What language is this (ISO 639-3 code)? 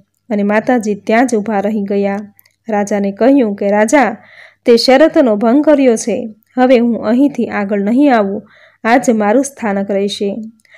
guj